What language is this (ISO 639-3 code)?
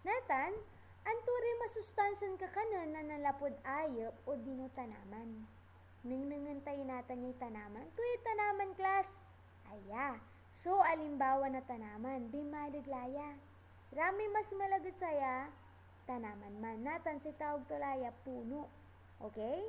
pag